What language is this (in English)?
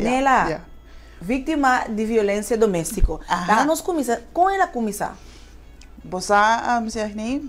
Papiamento